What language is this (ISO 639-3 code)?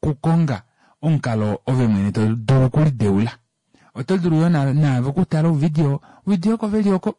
kua